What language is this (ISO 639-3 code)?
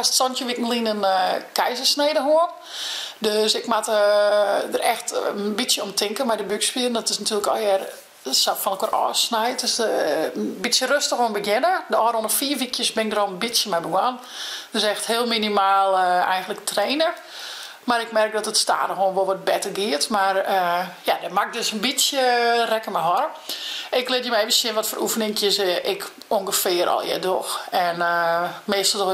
fry